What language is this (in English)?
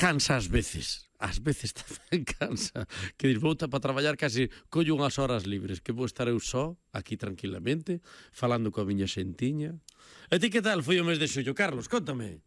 Galician